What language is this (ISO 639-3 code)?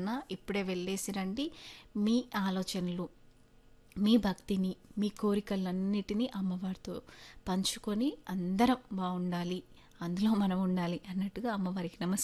tel